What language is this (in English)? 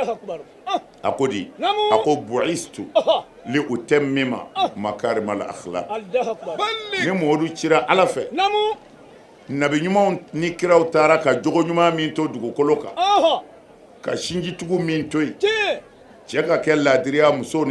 Bambara